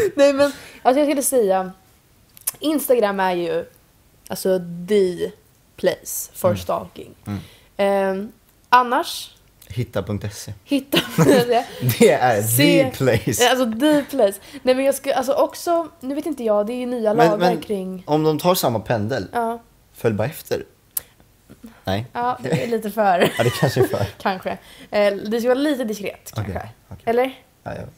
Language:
Swedish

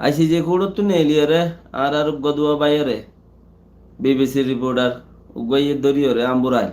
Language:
Rohingya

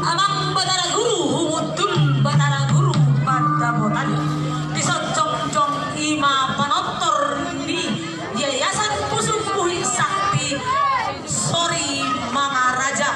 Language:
Batak Toba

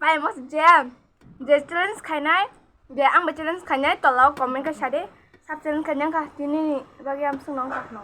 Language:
Kok Borok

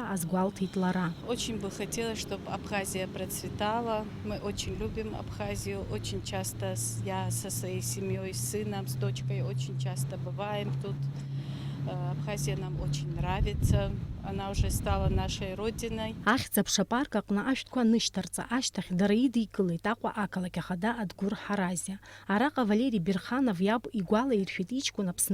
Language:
Abkhazian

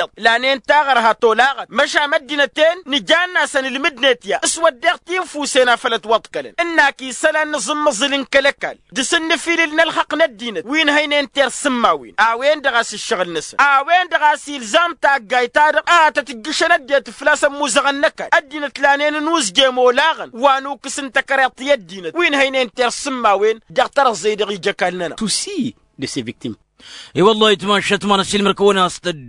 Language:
Tamasheq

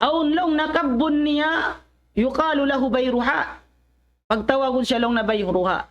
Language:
Tausug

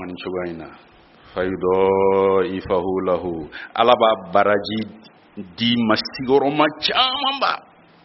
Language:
Bambara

